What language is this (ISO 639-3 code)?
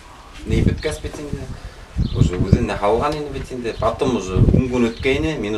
bak